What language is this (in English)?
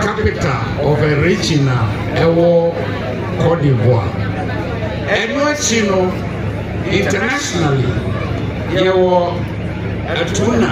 Akan